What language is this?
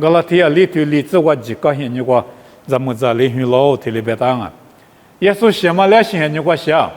Lisu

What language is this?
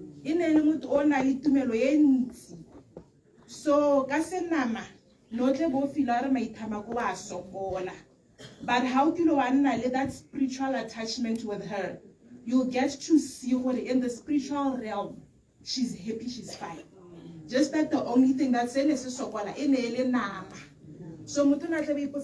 Tswana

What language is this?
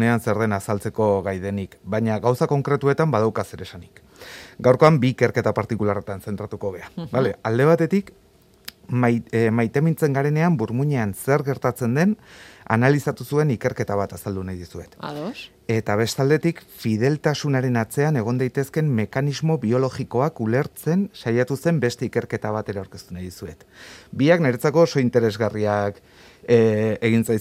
Basque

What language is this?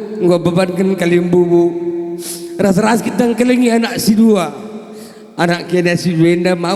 Batak Karo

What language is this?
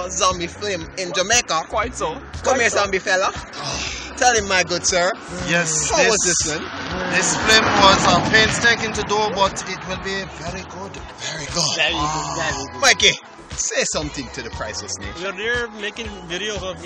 Jamaican Creole English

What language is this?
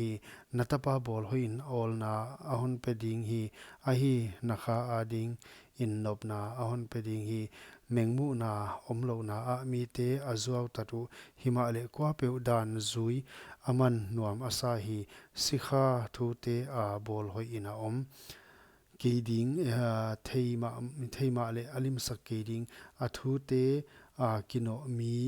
Paite Chin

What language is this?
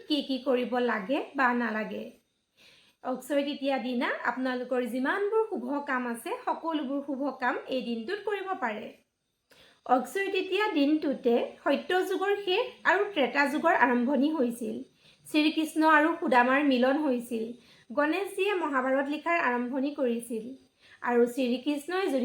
Assamese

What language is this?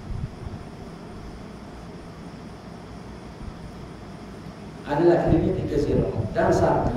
Malay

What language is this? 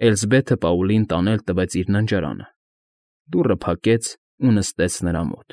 Armenian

